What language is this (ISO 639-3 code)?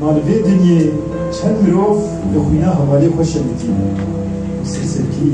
kur